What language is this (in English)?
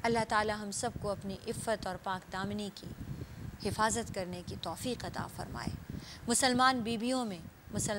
Urdu